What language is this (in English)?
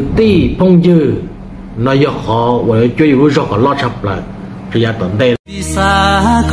Hmong